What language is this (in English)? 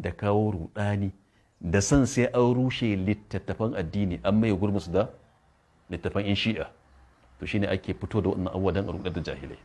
Hausa